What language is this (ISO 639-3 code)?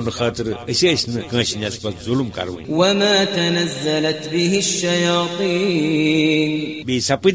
kas